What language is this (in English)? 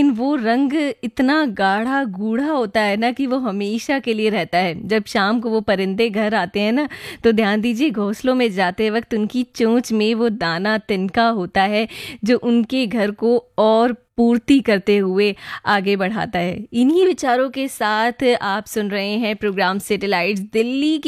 Hindi